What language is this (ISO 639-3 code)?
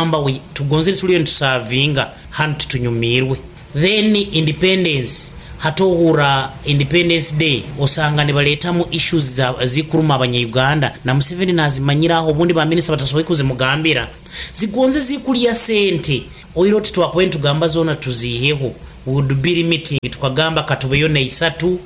nyn